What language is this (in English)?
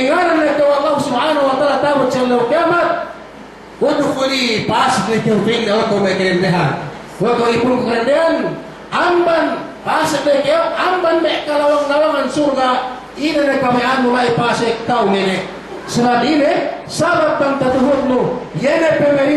Yakan